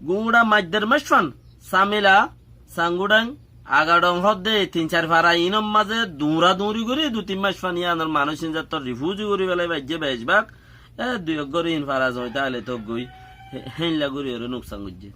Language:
Rohingya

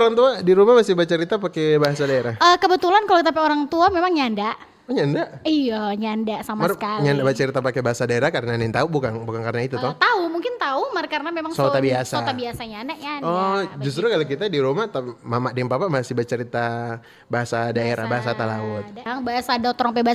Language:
Manado Malay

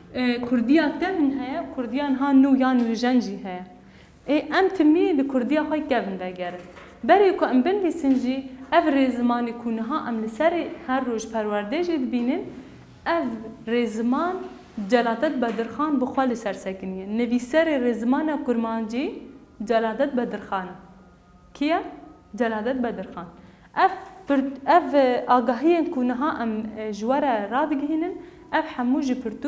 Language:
Kurdish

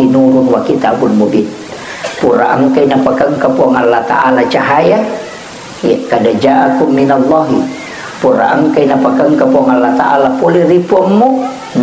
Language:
Buginese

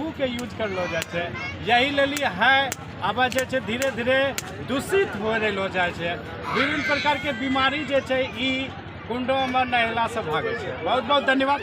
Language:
Angika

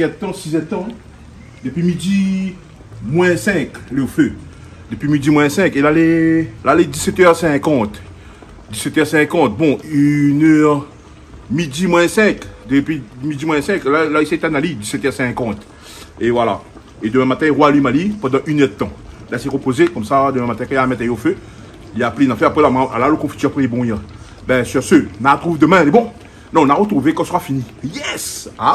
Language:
Réunion Creole French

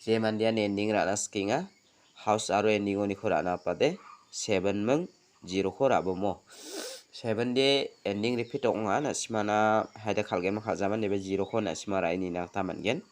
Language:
Garo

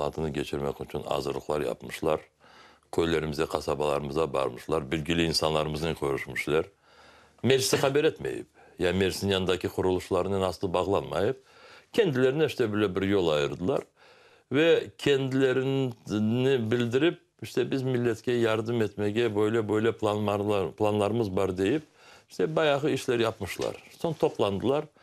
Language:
Crimean Tatar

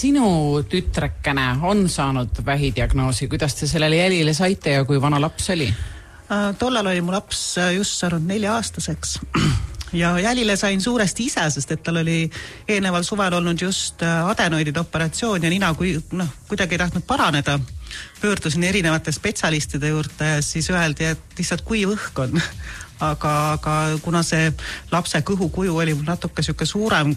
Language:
Estonian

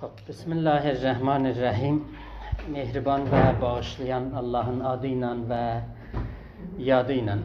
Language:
South Azerbaijani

